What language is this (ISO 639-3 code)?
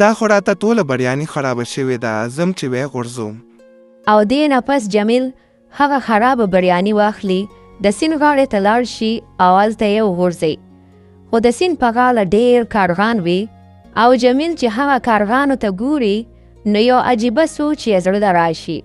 pus